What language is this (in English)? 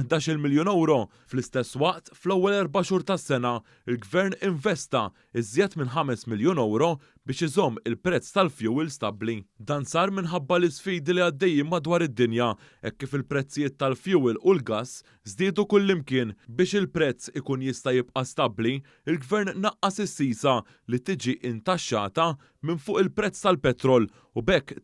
Maltese